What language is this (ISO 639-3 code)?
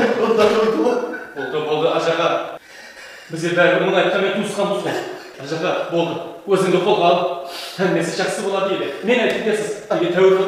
kaz